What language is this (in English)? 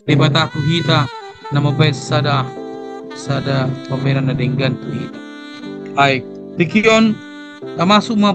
Batak Toba